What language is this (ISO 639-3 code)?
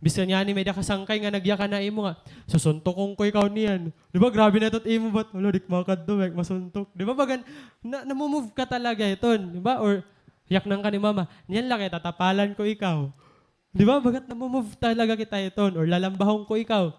war